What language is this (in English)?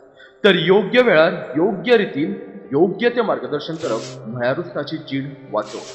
Konkani